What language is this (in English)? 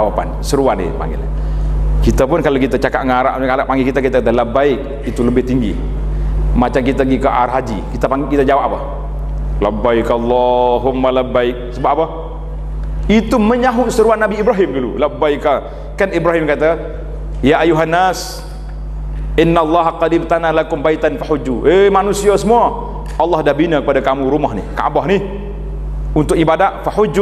Malay